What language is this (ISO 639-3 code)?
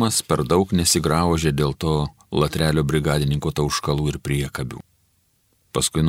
lit